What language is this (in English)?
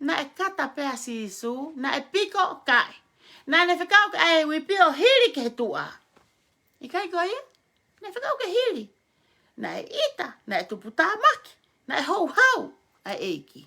Tongan